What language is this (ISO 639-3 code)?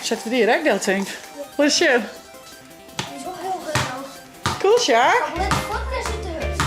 fry